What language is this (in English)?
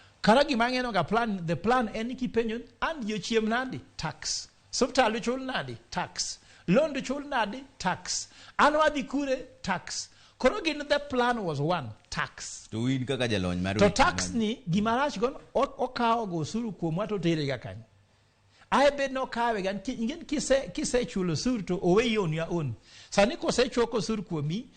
Luo (Kenya and Tanzania)